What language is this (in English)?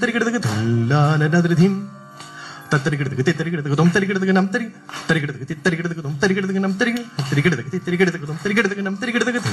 Malayalam